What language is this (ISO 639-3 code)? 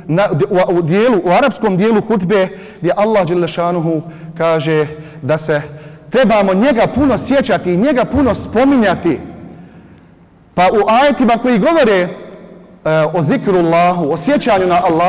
bos